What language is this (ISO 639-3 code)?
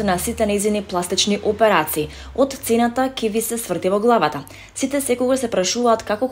mkd